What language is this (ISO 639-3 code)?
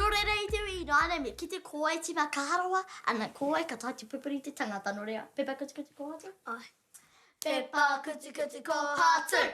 mri